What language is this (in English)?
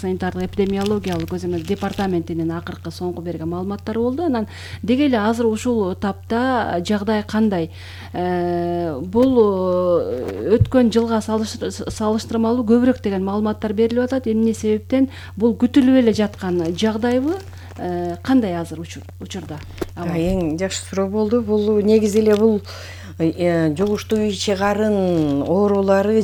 Kyrgyz